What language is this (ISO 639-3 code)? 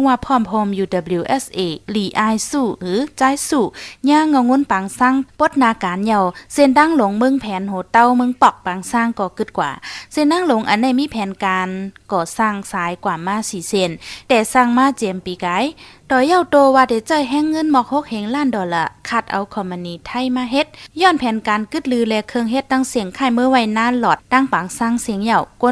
shn